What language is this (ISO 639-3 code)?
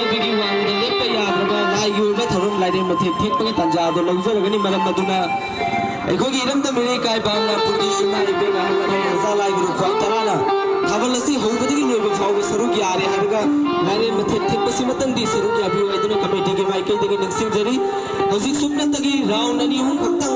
mni